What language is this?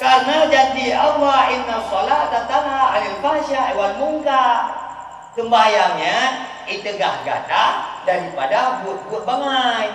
Achinese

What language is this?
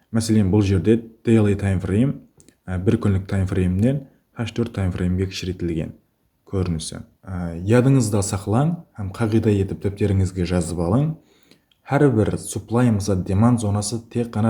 Kara-Kalpak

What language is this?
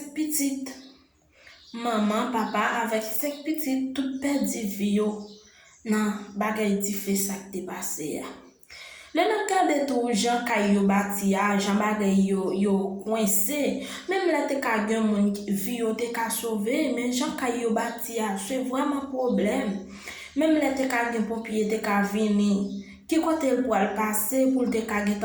Haitian Creole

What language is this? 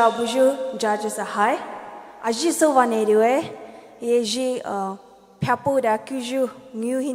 Poumei Naga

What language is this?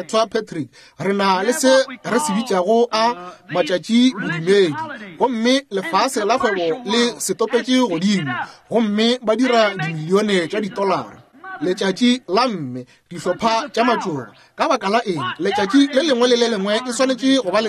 Northern Sotho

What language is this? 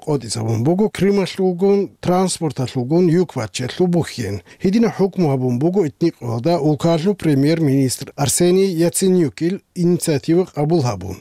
Avaric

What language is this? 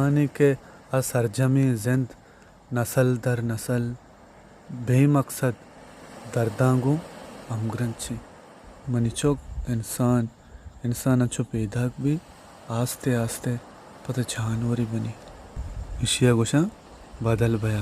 Baluchi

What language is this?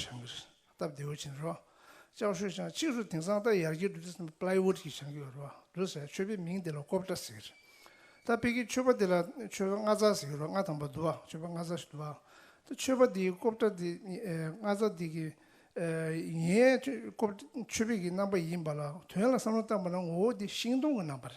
Tibetan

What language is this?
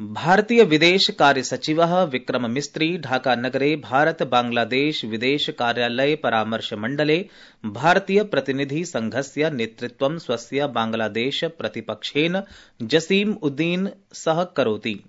Sanskrit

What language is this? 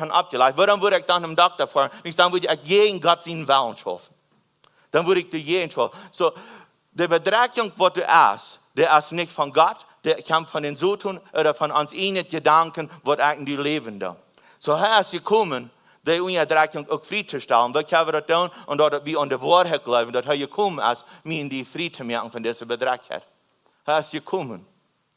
Plautdietsch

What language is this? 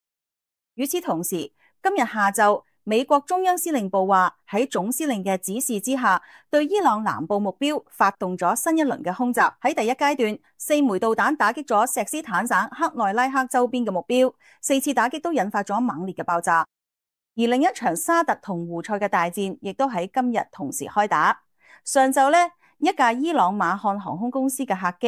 Cantonese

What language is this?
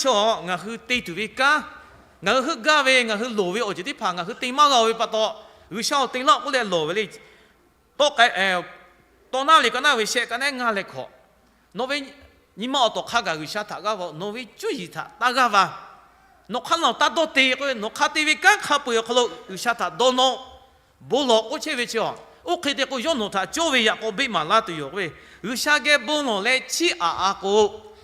Lahu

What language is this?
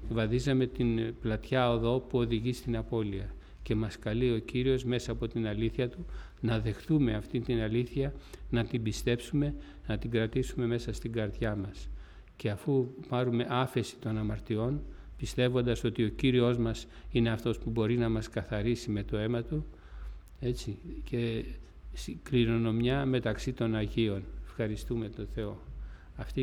Greek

